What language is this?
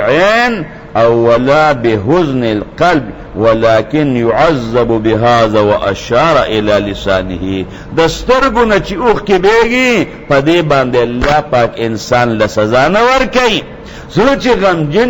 Pashto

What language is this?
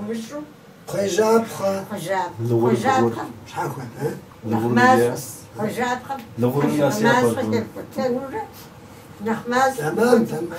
Kabardian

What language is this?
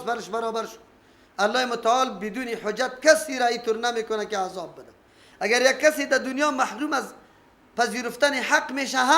Persian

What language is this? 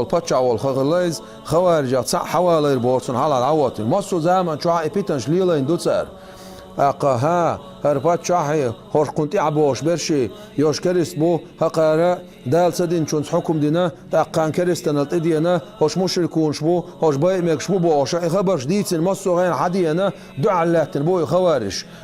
Chechen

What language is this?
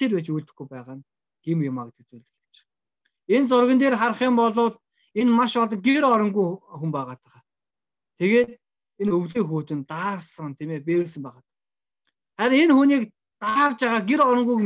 Mongolian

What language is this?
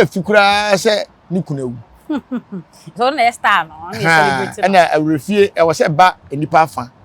Akan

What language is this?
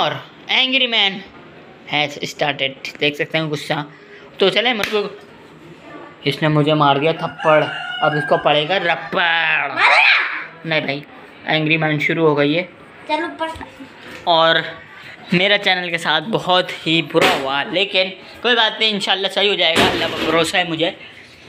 Hindi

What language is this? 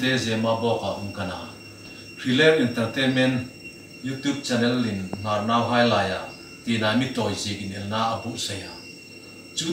Hmar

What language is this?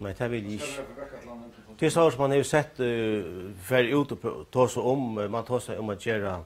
Faroese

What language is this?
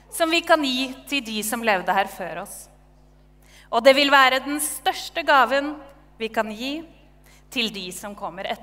Norwegian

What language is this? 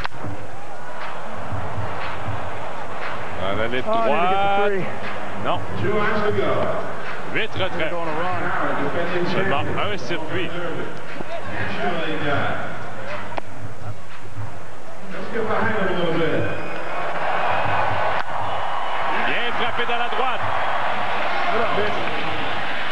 French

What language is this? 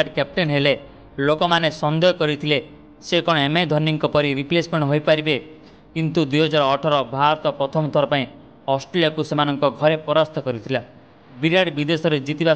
Odia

